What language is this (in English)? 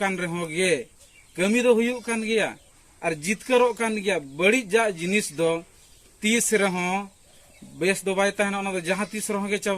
Santali